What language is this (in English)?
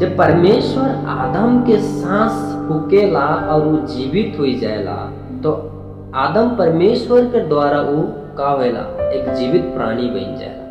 Sadri